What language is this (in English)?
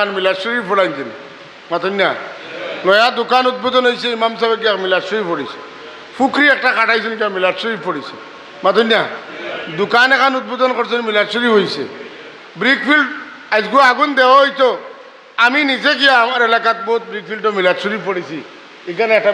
Sylheti